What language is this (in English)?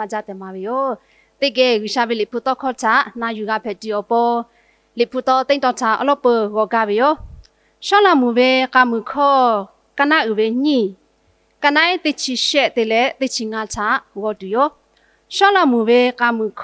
Lahu